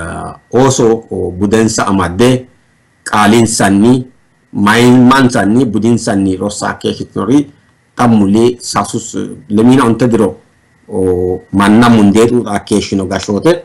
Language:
Sidamo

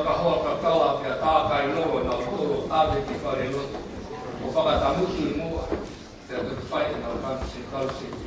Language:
Tongan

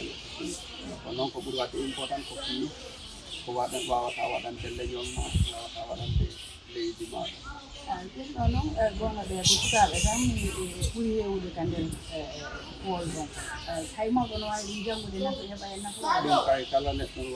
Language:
Fula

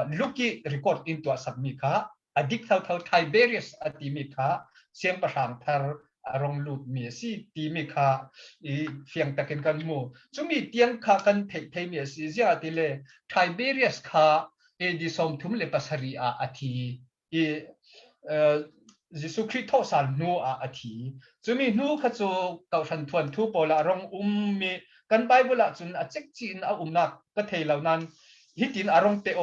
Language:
Falam Chin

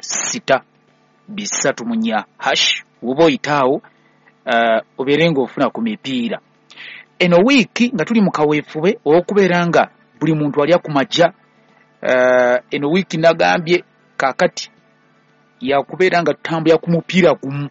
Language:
Ganda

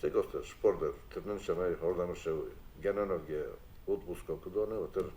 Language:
Ossetic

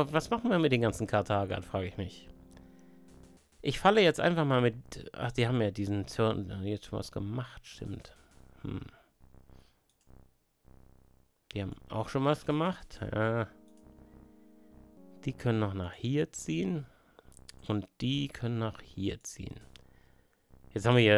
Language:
German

